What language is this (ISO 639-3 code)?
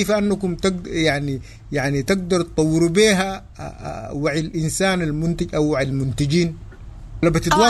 apd